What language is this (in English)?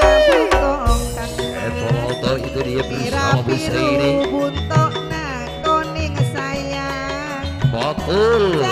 Madurese